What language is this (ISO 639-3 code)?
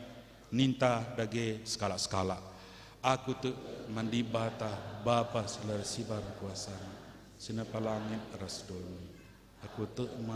btx